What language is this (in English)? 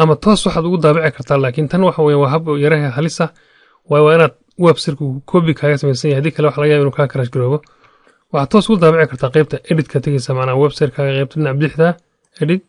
Somali